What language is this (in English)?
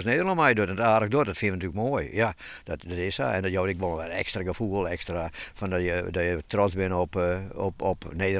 Western Frisian